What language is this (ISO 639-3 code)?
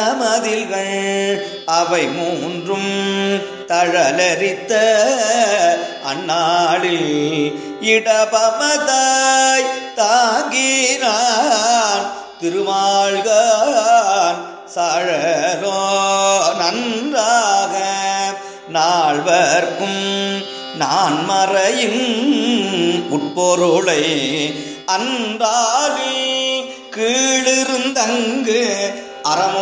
tam